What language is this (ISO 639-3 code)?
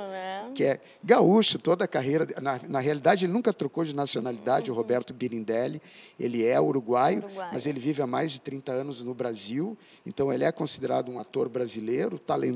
por